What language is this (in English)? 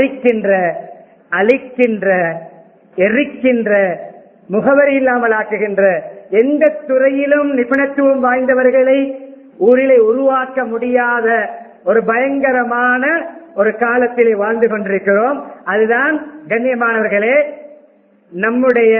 Tamil